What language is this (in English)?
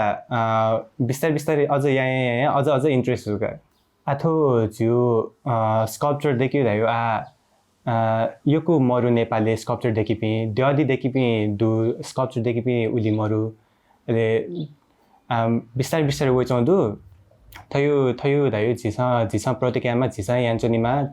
Newari